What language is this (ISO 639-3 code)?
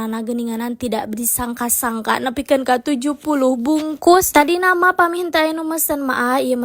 sun